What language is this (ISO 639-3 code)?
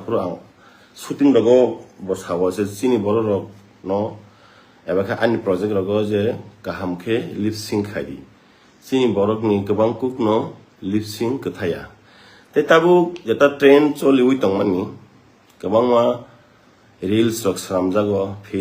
trp